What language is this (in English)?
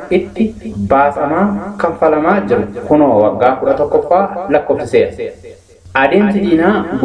Oromo